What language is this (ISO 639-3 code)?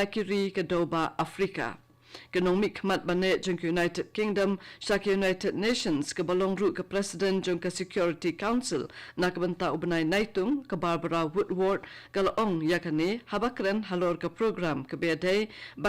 kha